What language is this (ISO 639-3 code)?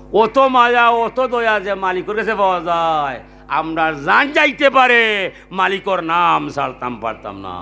syl